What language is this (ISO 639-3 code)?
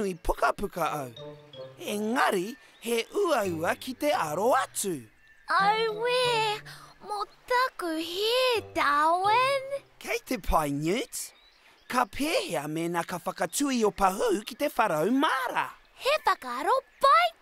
mri